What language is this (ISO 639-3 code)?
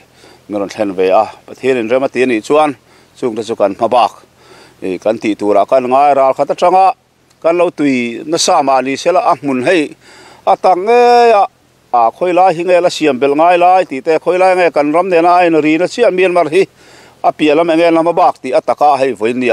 lus